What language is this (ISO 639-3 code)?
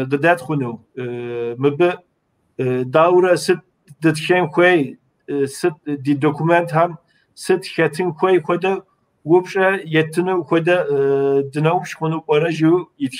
kbd